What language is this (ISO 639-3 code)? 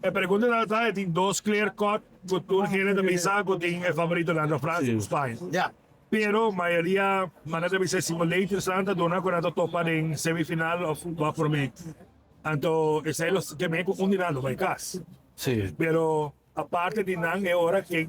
pap